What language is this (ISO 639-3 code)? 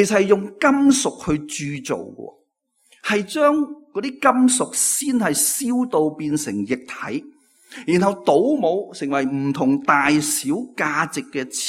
yue